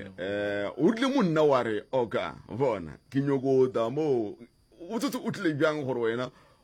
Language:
Northern Sotho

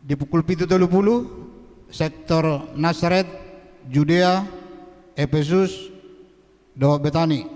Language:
Batak Toba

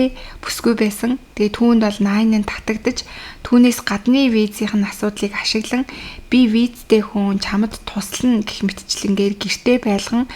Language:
Mongolian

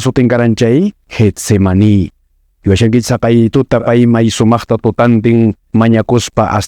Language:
Quechua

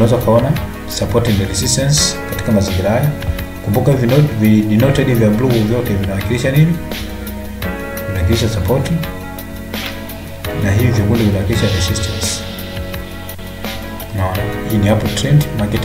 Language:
Swahili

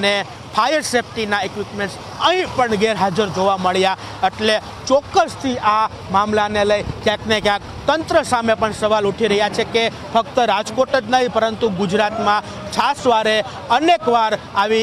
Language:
Gujarati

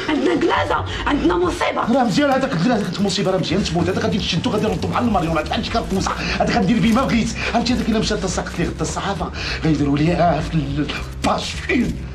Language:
Moroccan Arabic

